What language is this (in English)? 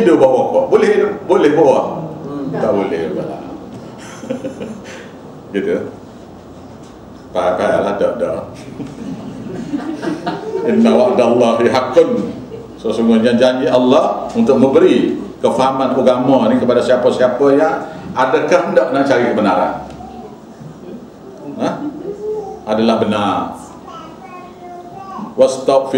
Malay